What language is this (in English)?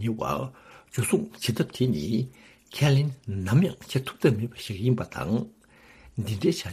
Tibetan